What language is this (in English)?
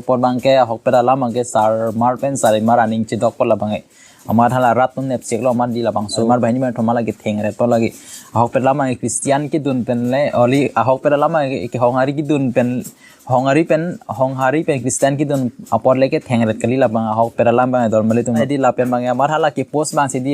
Karbi